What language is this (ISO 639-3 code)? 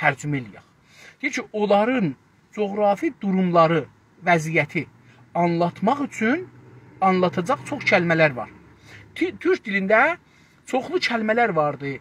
azb